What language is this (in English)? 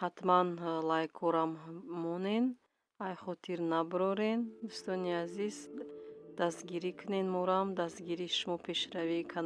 Tajik